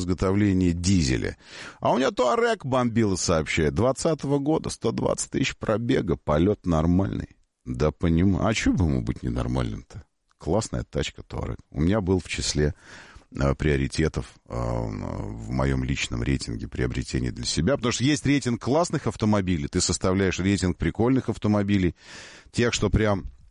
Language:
Russian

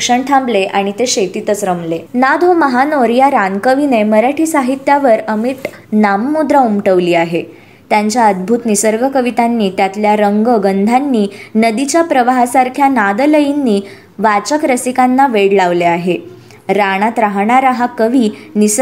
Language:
Marathi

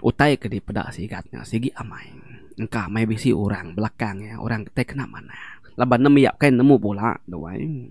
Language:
Iban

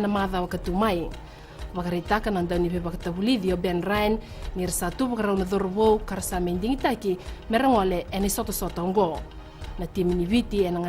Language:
Fijian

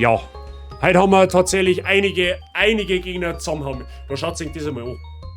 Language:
Bavarian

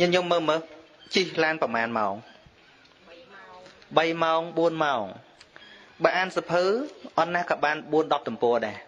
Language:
Khmer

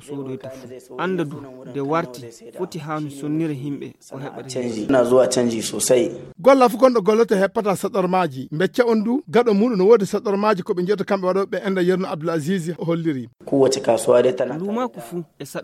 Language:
Fula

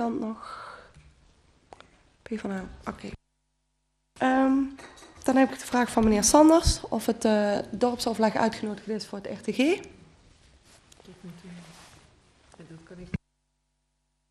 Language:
Dutch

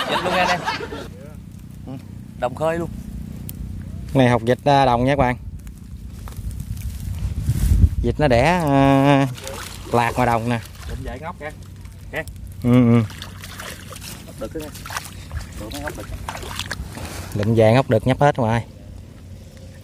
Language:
Vietnamese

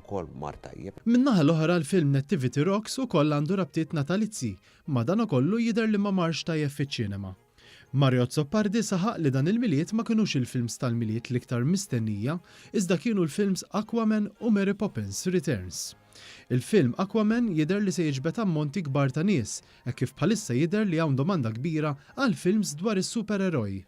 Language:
Maltese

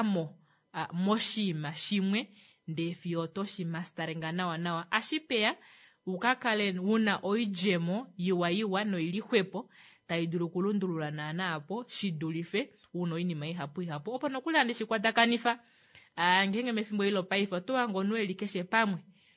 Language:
Kuanyama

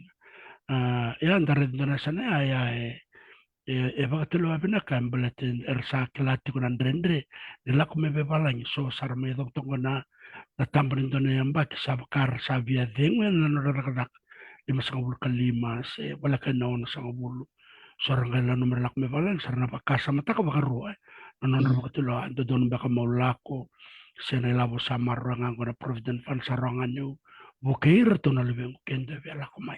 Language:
Fijian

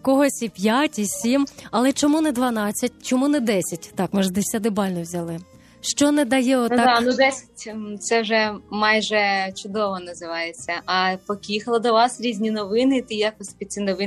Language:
Ukrainian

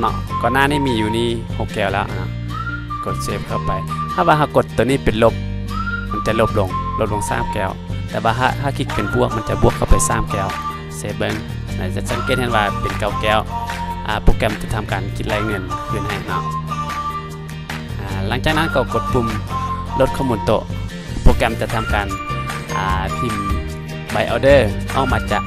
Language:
Lao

